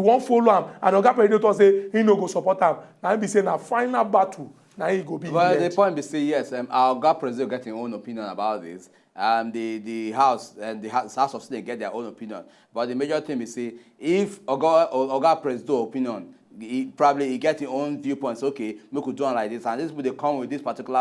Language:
Nigerian Pidgin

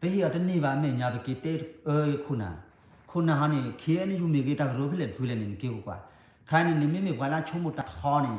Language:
S'gaw Karen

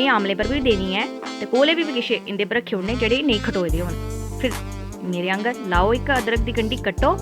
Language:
Dogri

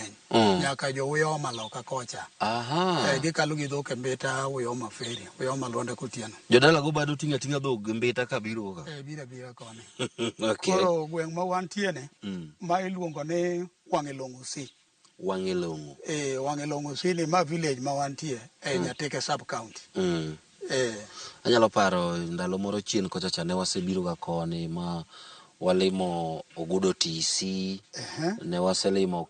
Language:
Luo (Kenya and Tanzania)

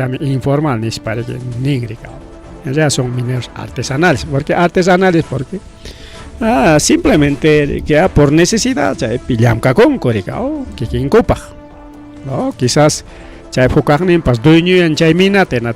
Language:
Ayacucho Quechua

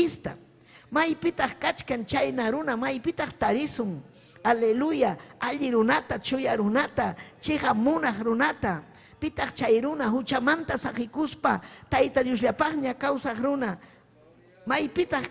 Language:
Ayacucho Quechua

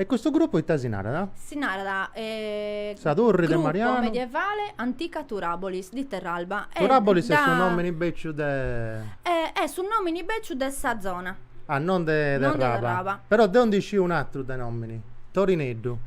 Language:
Sardinian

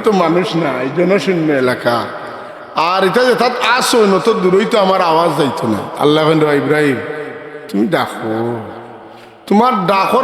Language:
Sylheti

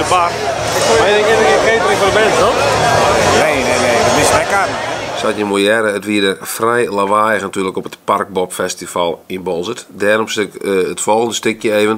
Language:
Western Frisian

